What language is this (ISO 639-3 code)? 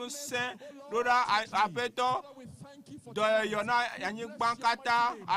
ewe